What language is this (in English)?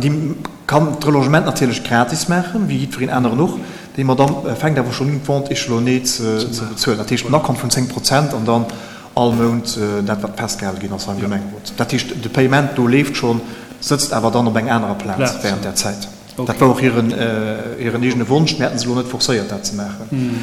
Luxembourgish